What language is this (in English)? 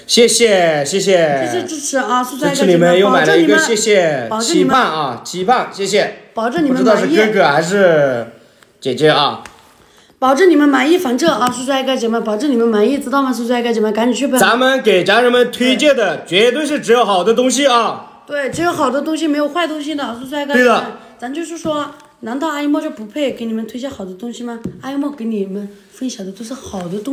Chinese